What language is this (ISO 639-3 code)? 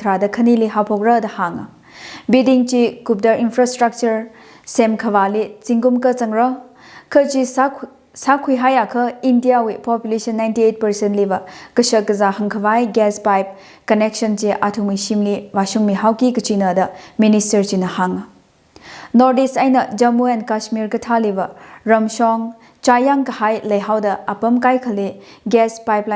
nmf